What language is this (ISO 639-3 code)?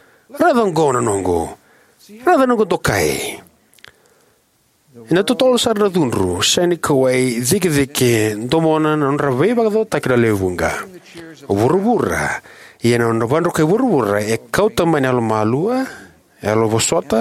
fij